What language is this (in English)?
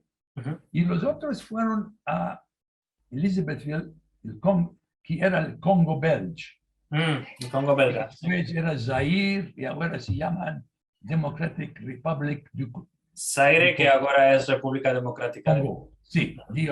Ladino